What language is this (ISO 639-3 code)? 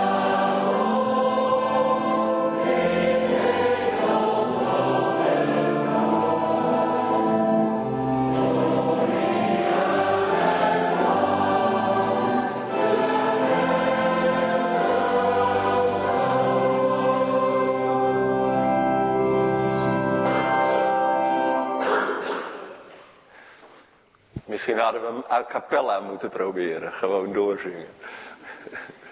nld